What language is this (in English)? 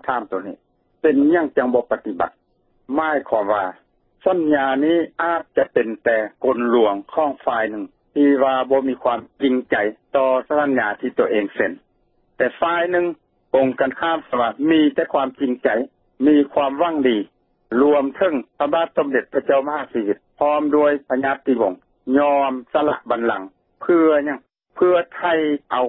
Lao